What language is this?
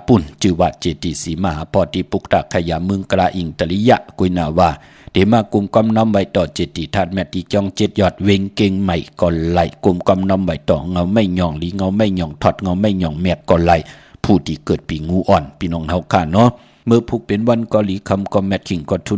Shan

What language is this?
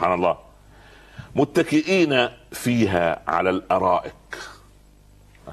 Arabic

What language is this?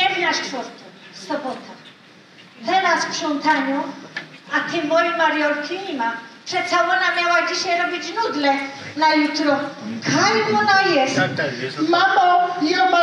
Silesian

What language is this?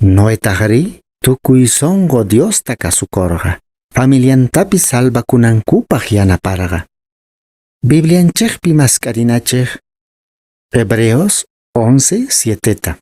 Quechua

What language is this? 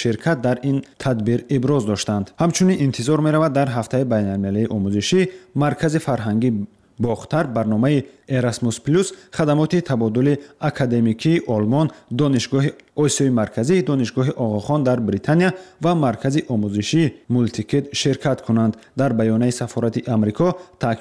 Tajik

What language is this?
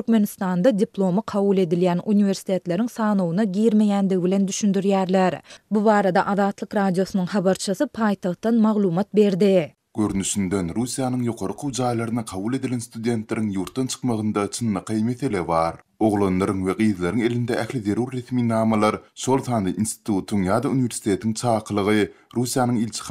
Turkmen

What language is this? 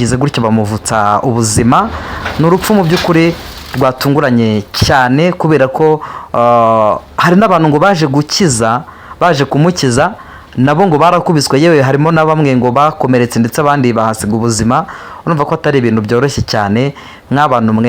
Kinyarwanda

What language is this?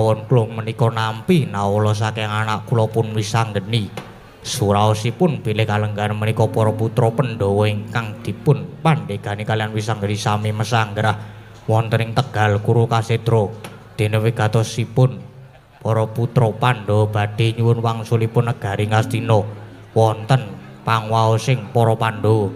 Javanese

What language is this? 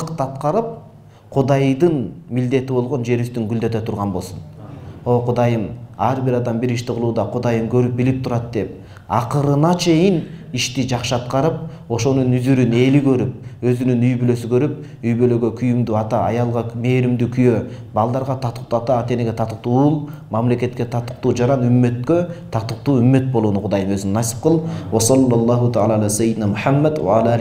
Kyrgyz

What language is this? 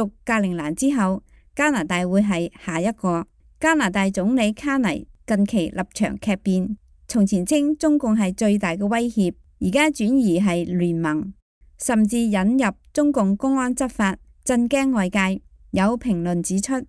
Cantonese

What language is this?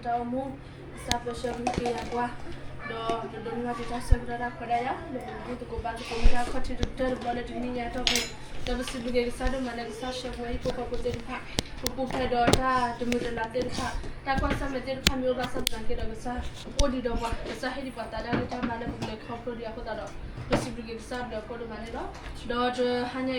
S'gaw Karen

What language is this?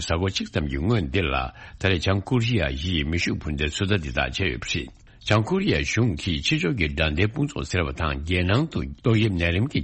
Tibetan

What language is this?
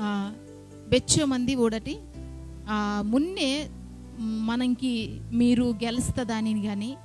Koya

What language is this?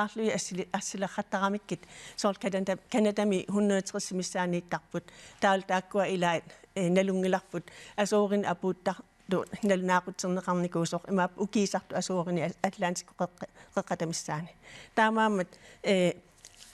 Kalaallisut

